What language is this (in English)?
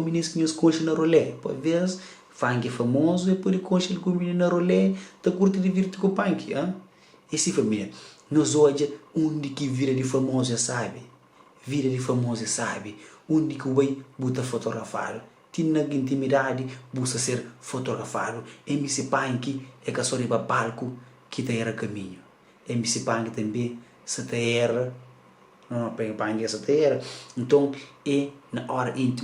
Kabuverdianu